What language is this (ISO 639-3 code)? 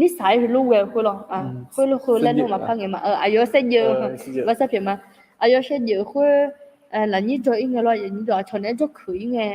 ahk